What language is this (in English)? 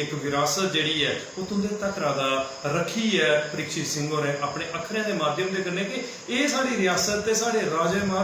Dogri